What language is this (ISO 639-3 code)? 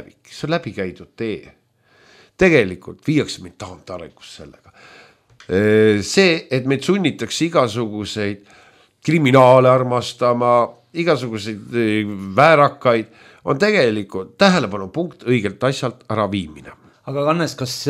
est